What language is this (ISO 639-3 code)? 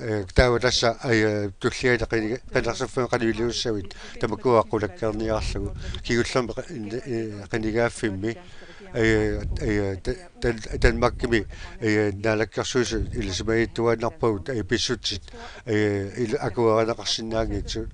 kal